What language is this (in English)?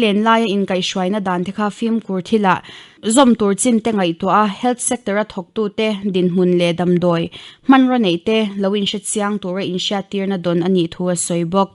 Mizo